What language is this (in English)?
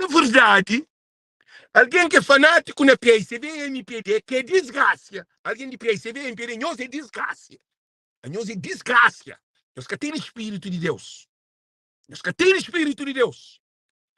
Kabuverdianu